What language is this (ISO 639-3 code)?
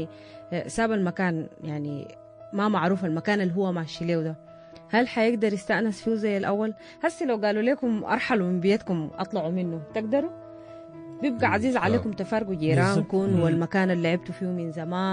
apd